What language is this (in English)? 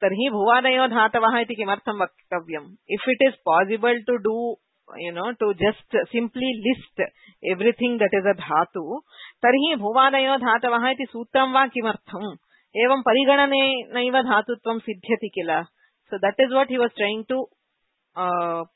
Sanskrit